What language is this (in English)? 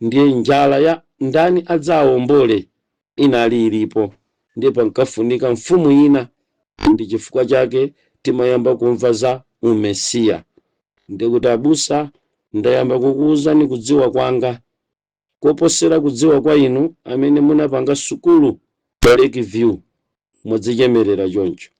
Nyanja